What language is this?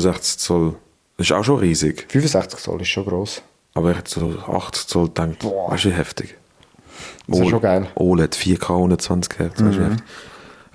Swiss German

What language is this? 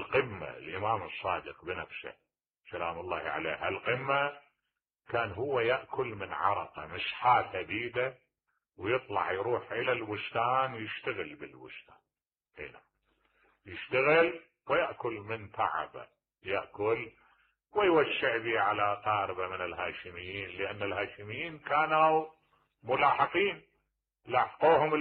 Mesopotamian Arabic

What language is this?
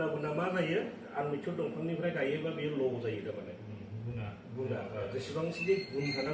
Bodo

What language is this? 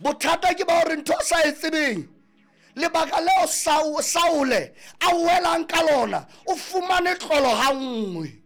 Southern Sotho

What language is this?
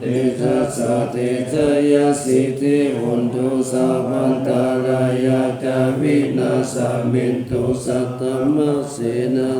Pali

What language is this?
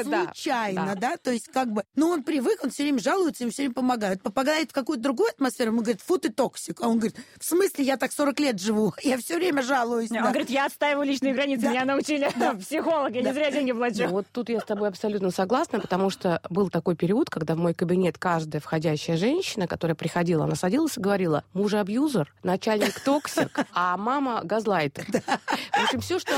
Russian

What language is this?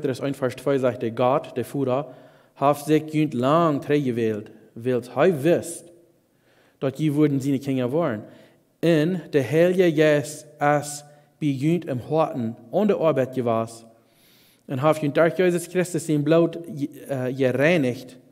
Plautdietsch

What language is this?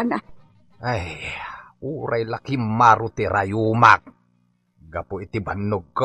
Iloko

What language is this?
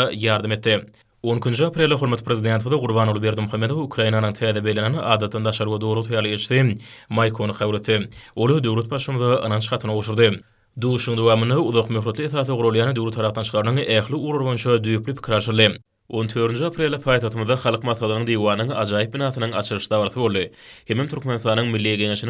Turkmen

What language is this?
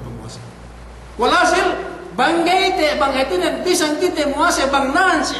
Yakan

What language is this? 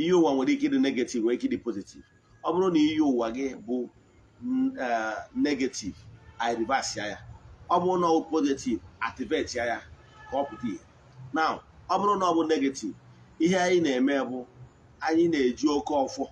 Igbo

